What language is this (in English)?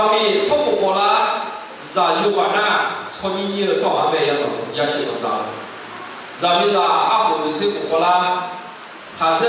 Akha